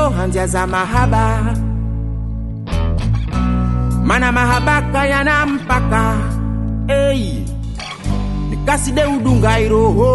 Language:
Swahili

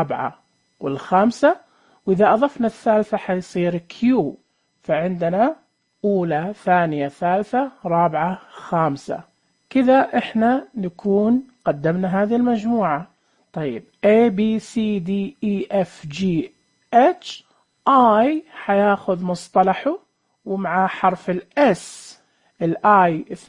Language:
Najdi Arabic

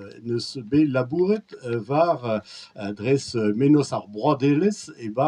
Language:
Breton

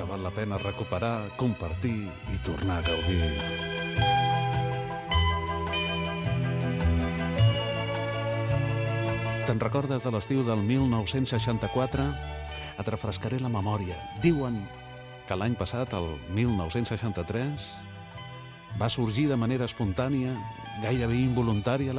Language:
Catalan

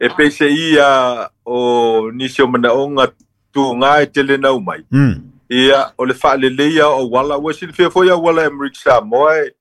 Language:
Samoan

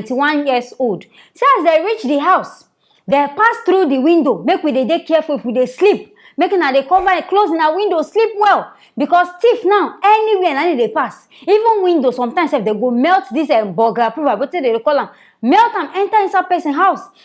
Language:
Nigerian Pidgin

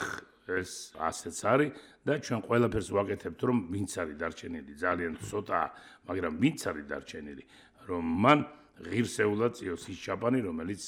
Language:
Georgian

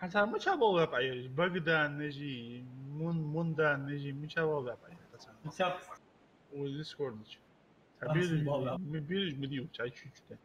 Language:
Ingush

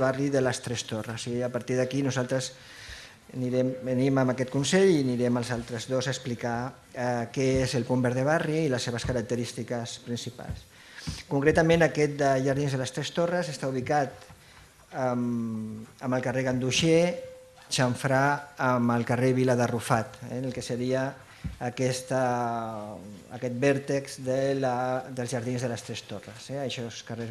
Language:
Catalan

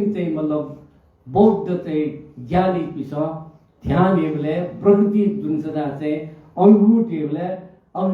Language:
Newari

